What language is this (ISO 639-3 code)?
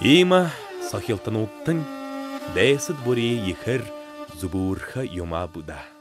bua